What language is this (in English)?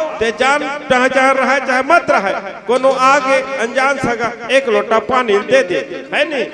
Chhattisgarhi